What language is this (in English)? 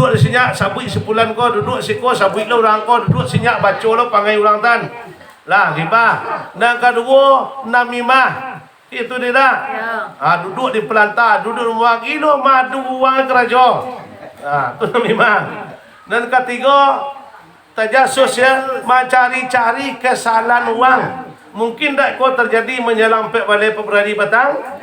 Minangkabau